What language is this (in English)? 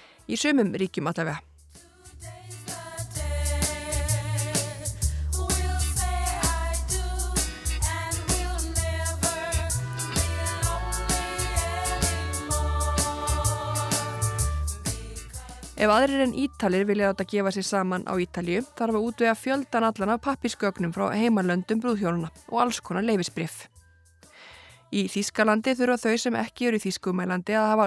Icelandic